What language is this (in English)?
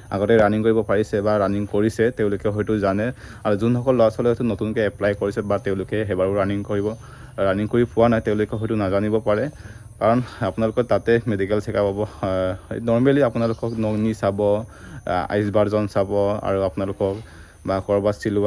Assamese